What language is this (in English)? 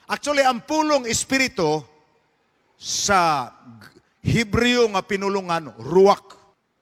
Cebuano